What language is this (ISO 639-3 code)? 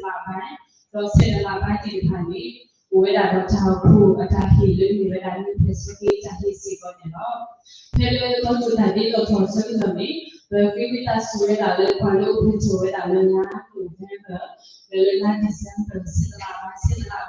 ksw